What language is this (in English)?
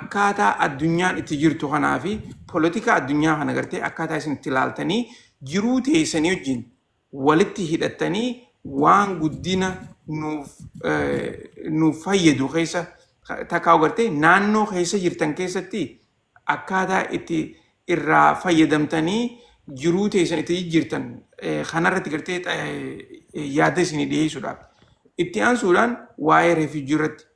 Oromo